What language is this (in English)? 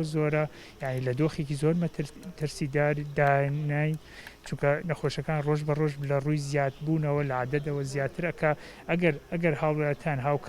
Central Kurdish